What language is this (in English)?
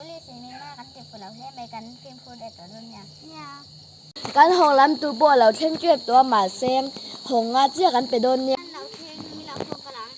Mizo